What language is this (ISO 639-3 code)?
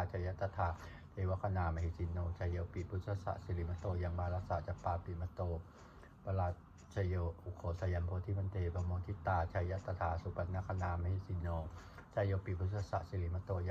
pli